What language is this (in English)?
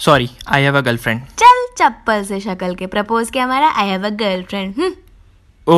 Hindi